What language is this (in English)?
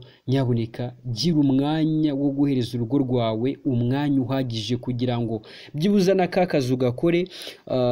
Kinyarwanda